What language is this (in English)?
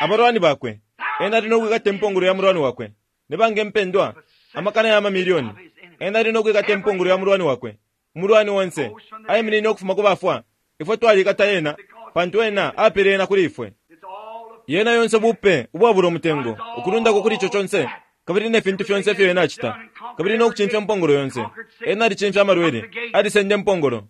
Bemba